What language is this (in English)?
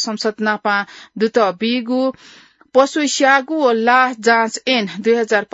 Newari